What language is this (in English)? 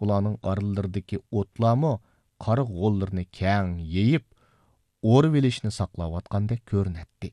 Uyghur